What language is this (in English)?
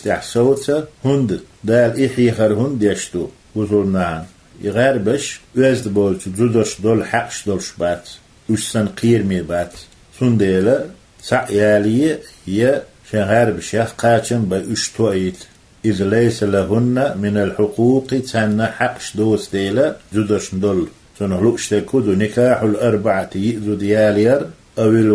Chechen